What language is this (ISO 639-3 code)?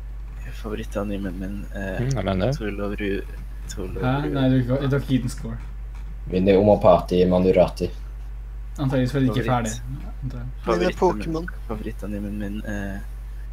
nor